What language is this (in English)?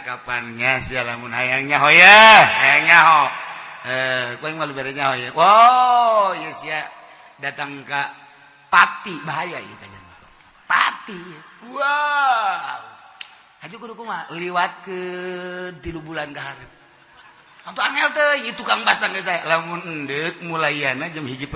Sundanese